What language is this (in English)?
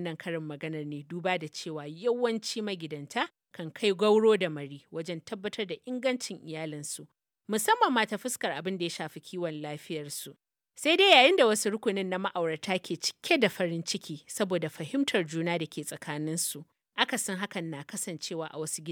Hausa